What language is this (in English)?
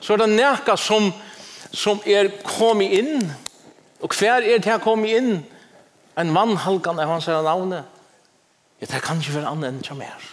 Faroese